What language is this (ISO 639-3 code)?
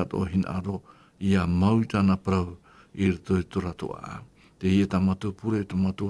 tah